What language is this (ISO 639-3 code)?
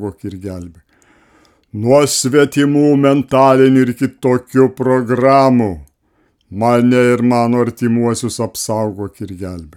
lit